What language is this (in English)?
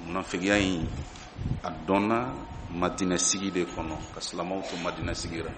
Bambara